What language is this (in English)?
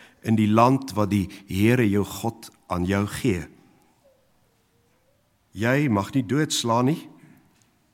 Afrikaans